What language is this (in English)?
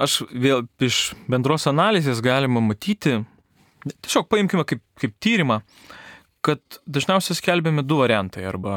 Lithuanian